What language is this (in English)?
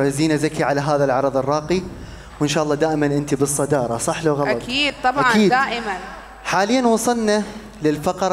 Mesopotamian Arabic